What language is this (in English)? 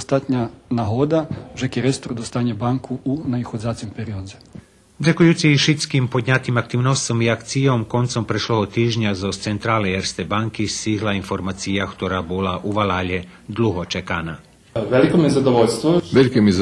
Rusyn